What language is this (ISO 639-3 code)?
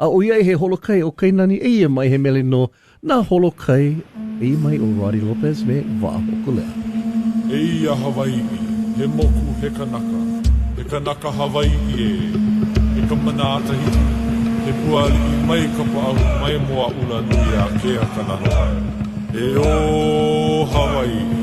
haw